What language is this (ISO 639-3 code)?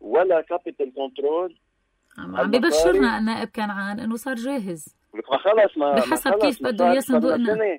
apc